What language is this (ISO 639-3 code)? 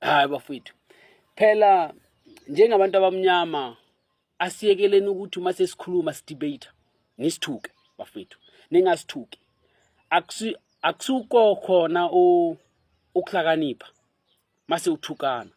zul